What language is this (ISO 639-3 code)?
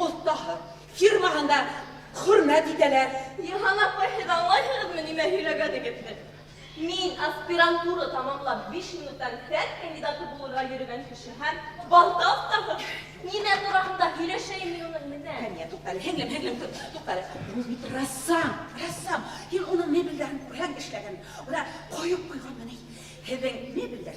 bak